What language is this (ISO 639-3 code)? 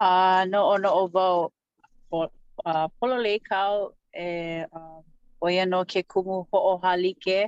haw